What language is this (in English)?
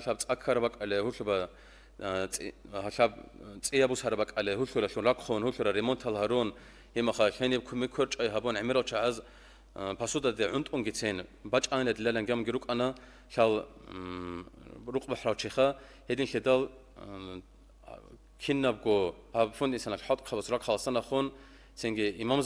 Avaric